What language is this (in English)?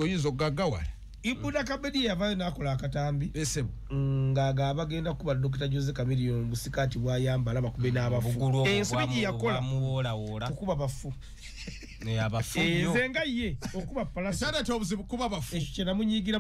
Ganda